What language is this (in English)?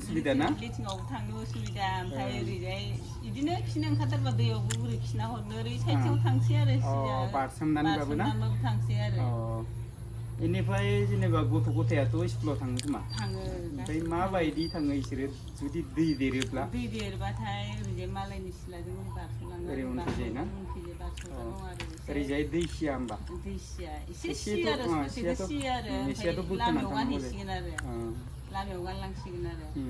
Bodo